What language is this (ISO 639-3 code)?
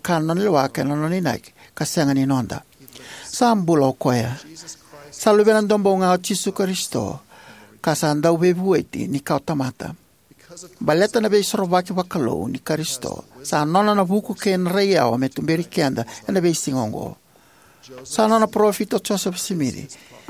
fij